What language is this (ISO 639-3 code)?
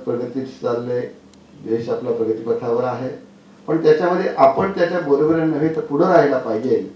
mar